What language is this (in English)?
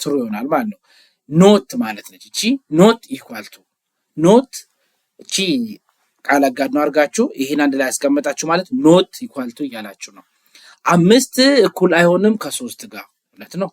Amharic